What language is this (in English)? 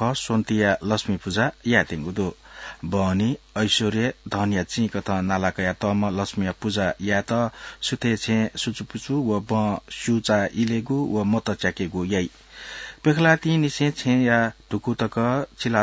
Newari